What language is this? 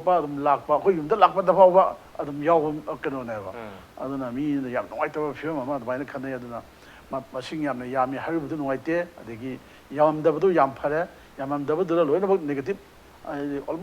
Manipuri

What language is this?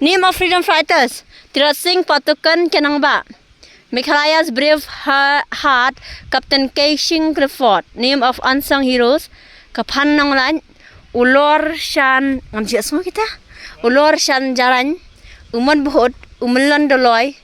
Khasi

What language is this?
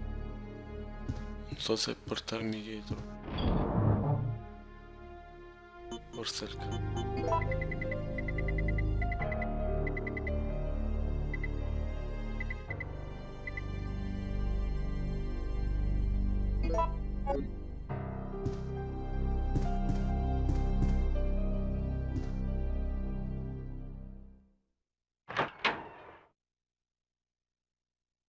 Italian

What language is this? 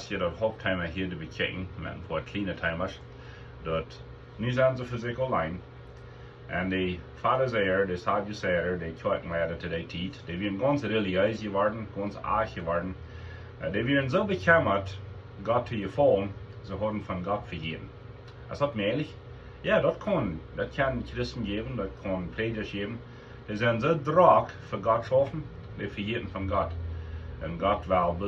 Plautdietsch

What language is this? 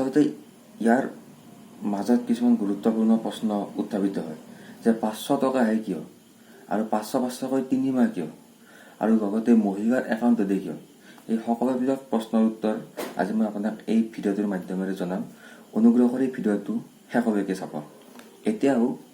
Assamese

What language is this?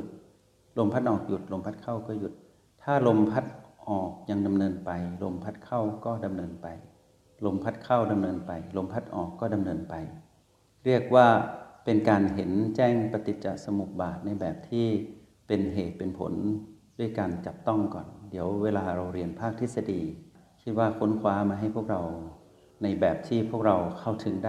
Thai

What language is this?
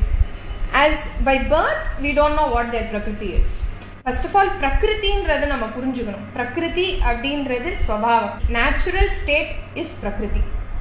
Tamil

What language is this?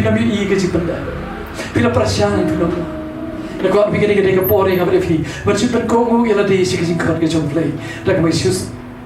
Khasi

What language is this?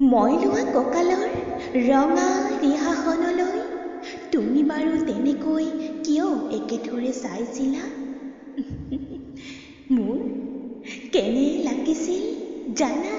Assamese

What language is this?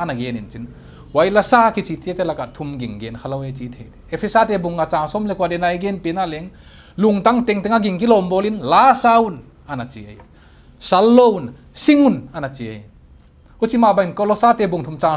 Paite Chin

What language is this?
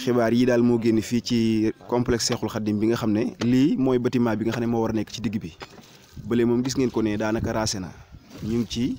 Wolof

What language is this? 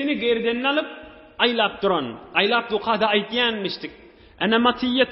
Turkmen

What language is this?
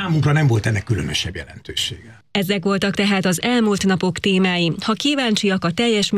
Hungarian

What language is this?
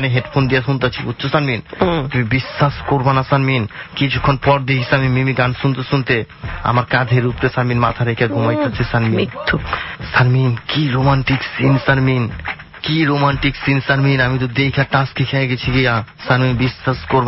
Bangla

